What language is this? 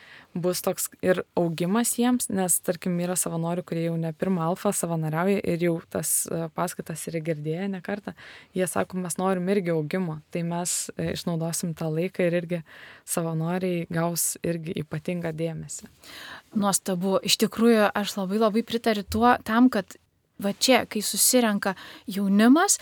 Lithuanian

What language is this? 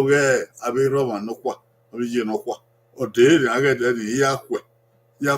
Bini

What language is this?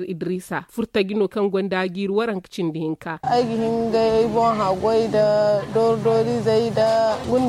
Zarma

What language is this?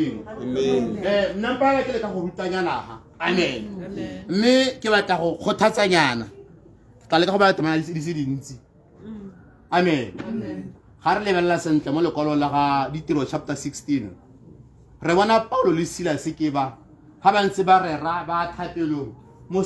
Tswana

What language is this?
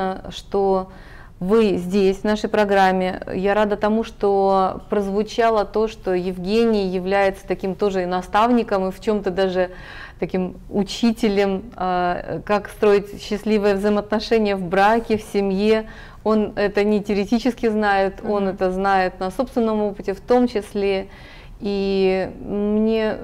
Russian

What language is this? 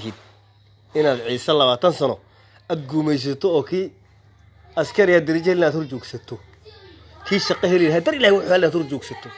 Somali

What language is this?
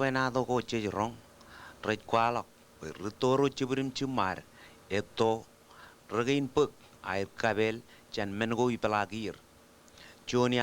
Marshallese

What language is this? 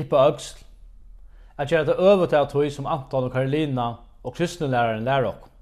Faroese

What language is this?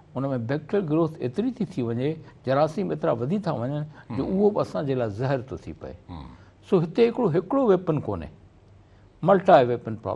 Sindhi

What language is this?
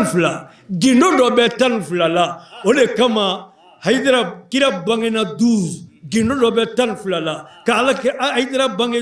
Bambara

